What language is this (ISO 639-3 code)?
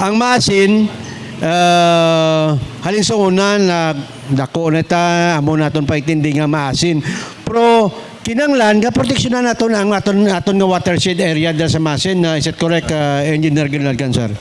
hil